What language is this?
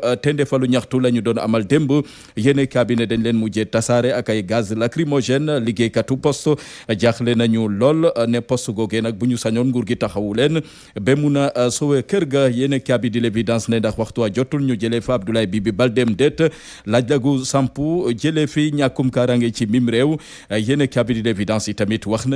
Wolof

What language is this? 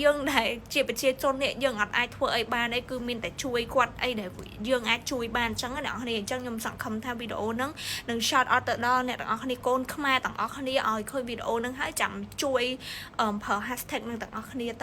Khmer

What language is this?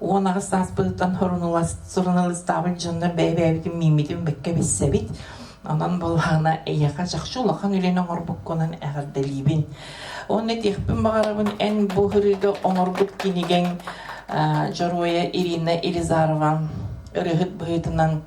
Yakut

